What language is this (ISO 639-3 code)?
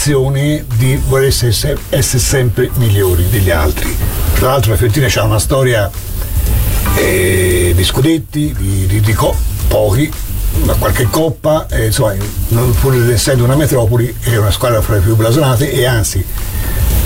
ita